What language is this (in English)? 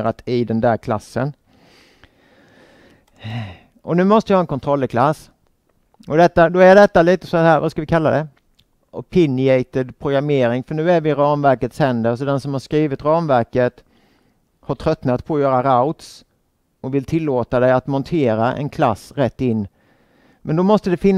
Swedish